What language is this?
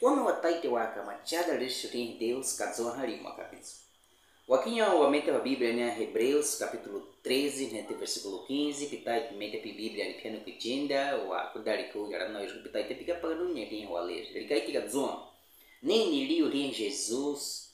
Baniwa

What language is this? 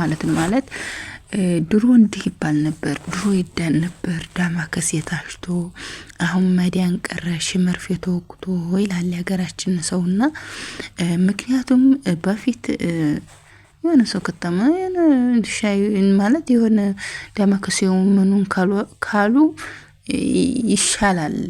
Amharic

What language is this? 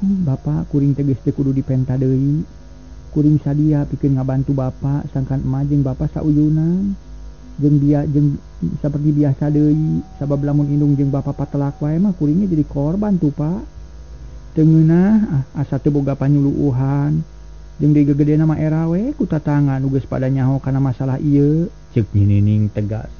Sundanese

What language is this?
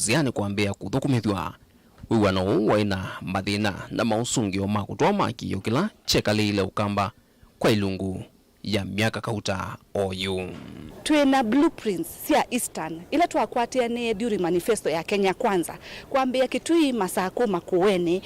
Kamba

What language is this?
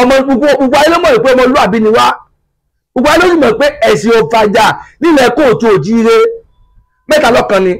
Yoruba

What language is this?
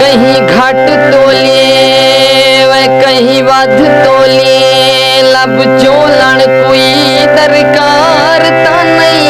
Saraiki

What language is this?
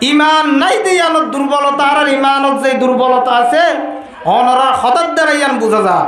Rohingya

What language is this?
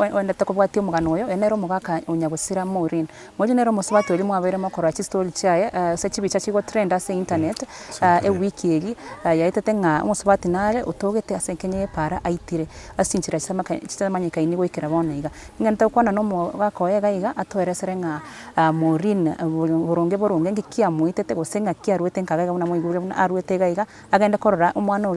Gusii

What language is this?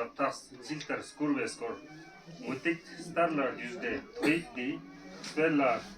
Ladakhi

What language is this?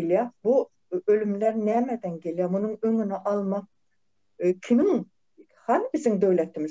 Turkmen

